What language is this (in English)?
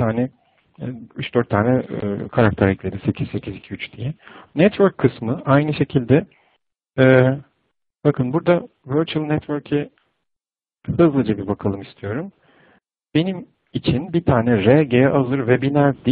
Turkish